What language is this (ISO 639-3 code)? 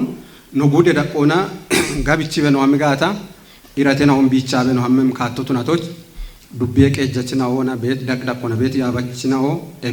kbr